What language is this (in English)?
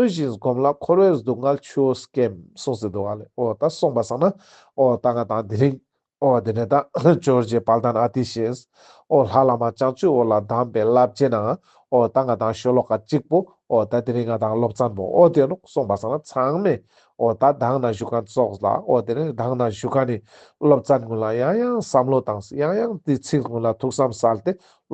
Ladakhi